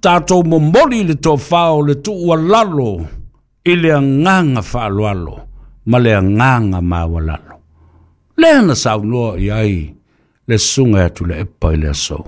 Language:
Samoan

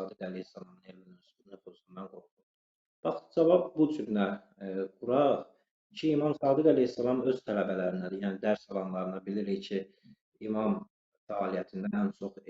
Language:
Azerbaijani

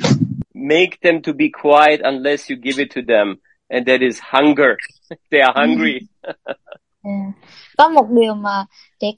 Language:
Vietnamese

